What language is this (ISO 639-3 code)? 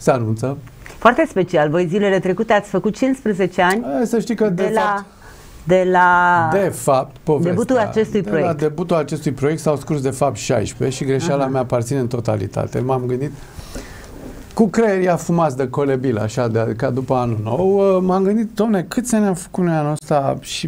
ron